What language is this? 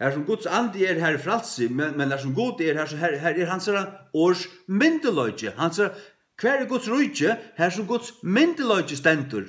Faroese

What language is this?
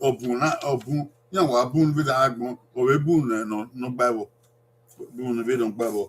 Bini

